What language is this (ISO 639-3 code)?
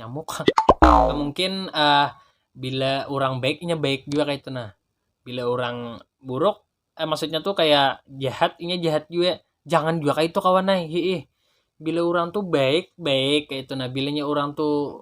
bjn